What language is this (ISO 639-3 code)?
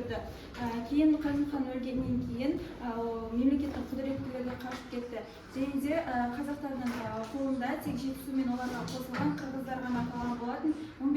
kaz